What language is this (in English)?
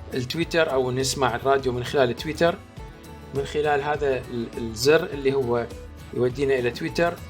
Mesopotamian Arabic